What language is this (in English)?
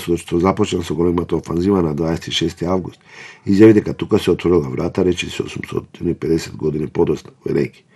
Macedonian